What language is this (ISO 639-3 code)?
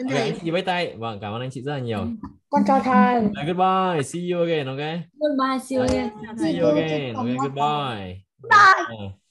vie